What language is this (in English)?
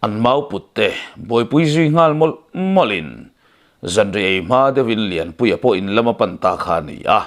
Mizo